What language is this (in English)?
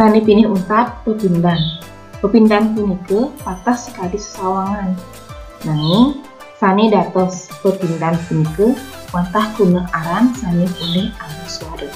Balinese